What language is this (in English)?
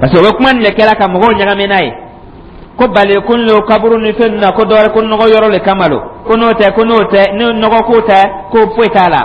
Dyula